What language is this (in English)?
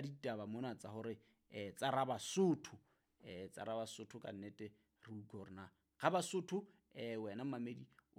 Southern Sotho